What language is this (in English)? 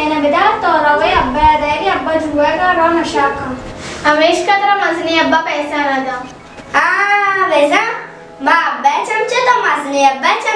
Baluchi